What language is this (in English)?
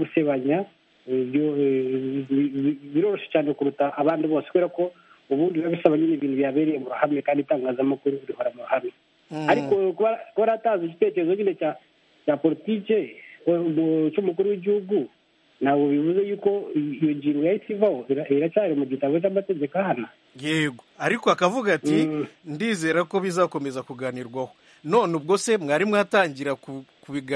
Kinyarwanda